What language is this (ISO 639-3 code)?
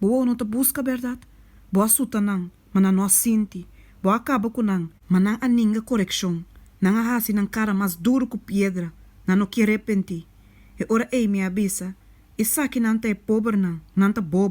pap